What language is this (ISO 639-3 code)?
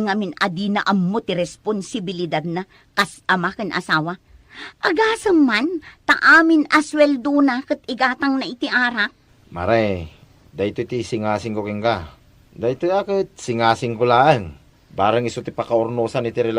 ilo